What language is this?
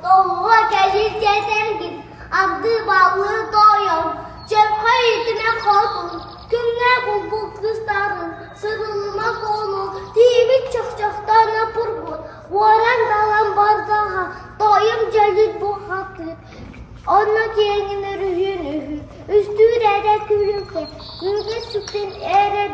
Yakut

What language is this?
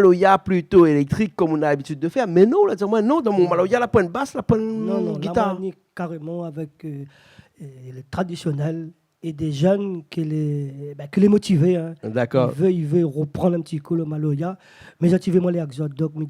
Réunion Creole French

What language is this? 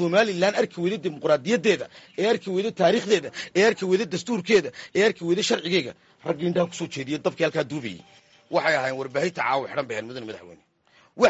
Somali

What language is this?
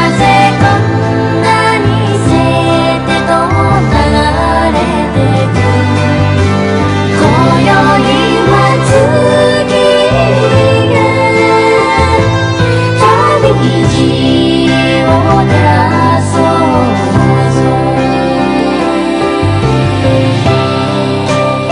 Japanese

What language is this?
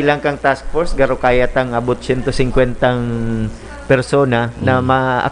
Bikol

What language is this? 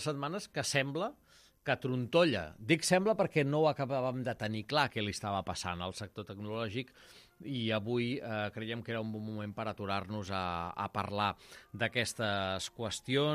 Catalan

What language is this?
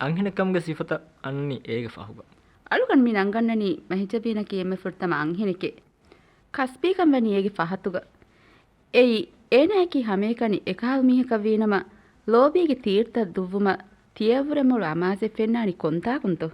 Divehi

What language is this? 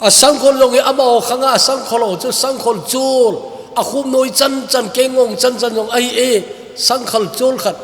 Thado Chin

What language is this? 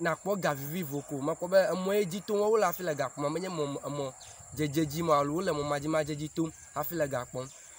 Ewe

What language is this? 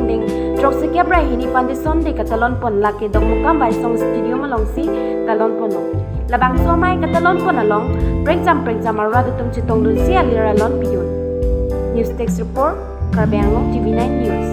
Karbi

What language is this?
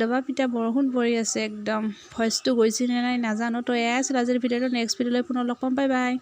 Assamese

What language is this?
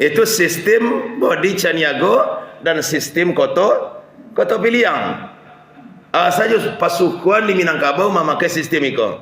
Minangkabau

